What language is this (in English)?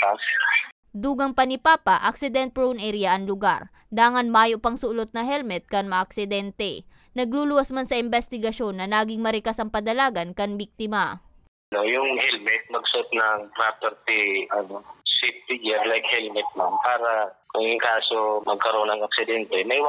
Bikol